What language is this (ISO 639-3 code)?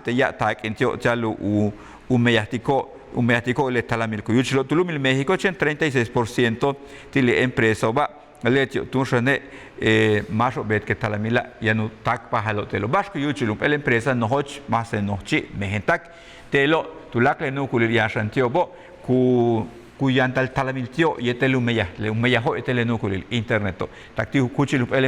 yua